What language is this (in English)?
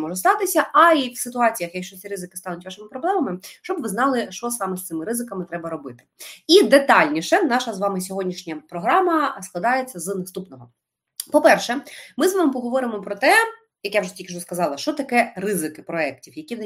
Ukrainian